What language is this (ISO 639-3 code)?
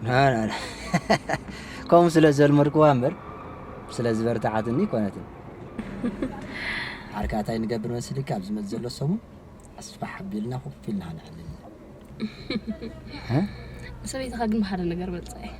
tir